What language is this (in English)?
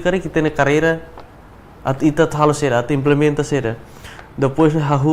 Tetum